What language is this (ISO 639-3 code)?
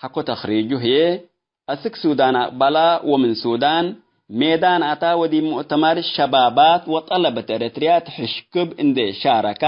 tig